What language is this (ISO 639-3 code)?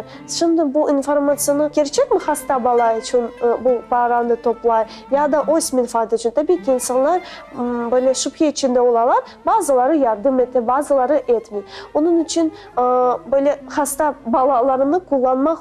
crh